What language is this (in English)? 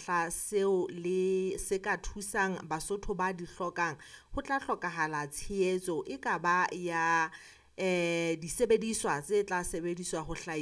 Southern Sotho